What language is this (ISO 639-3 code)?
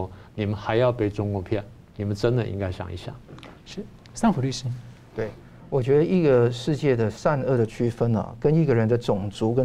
zho